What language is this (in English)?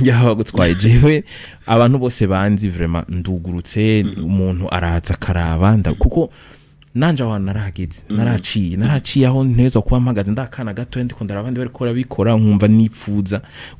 Rundi